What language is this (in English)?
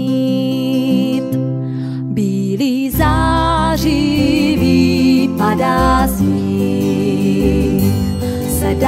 Czech